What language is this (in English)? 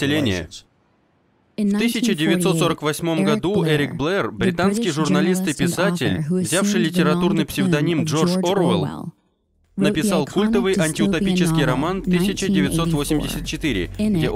Russian